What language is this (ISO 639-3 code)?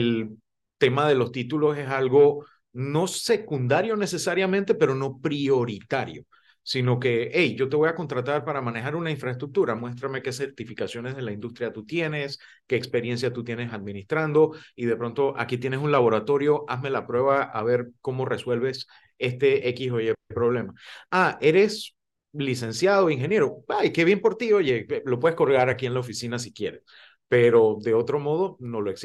spa